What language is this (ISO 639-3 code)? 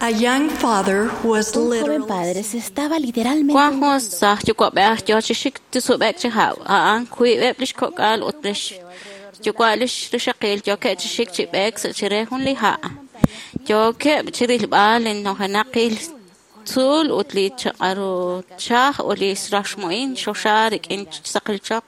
kek